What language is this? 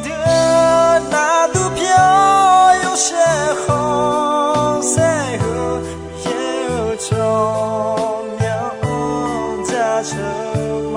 Akha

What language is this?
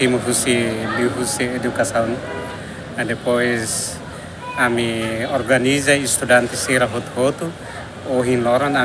Tetum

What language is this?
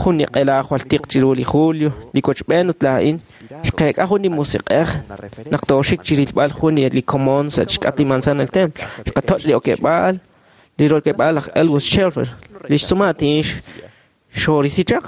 Kekchí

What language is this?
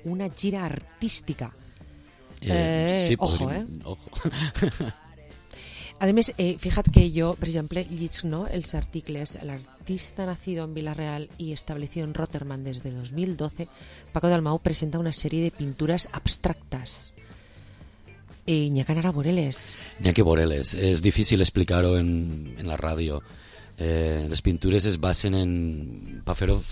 Catalan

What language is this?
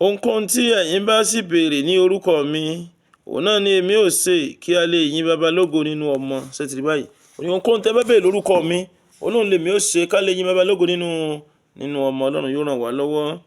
Yoruba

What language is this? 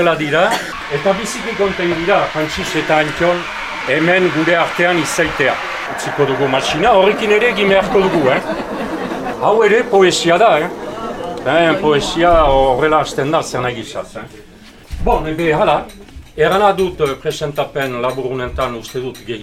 Basque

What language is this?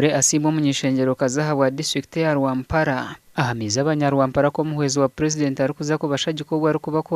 Nyankole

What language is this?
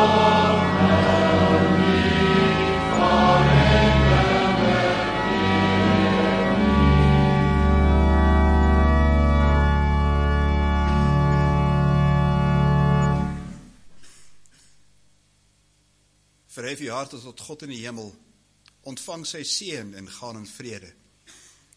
Afrikaans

